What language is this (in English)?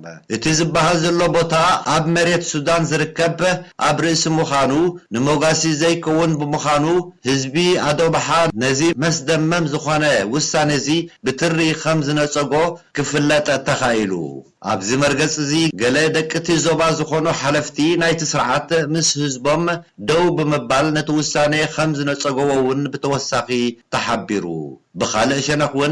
Tigrinya